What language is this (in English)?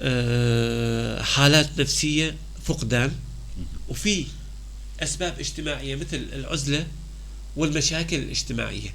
North Levantine Arabic